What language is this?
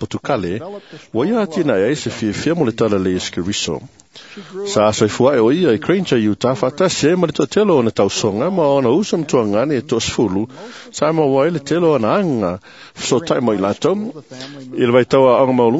Samoan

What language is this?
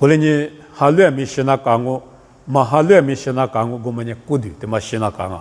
Lisu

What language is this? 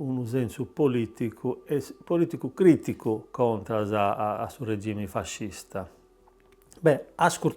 Sardinian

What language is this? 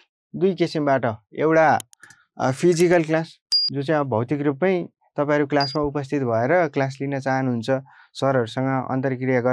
Nepali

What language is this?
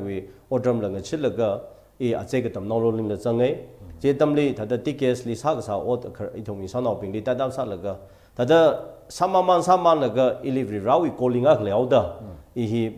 Tangkhul Naga (India)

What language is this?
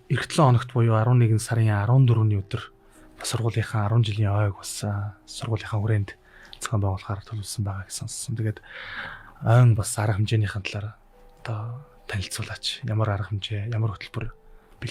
Mongolian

